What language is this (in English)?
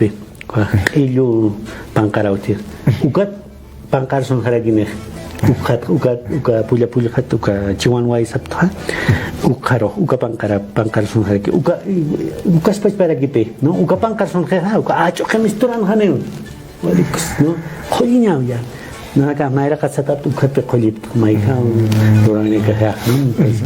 Aymara